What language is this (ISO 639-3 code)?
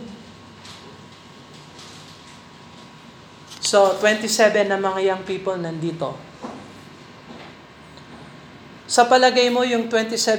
fil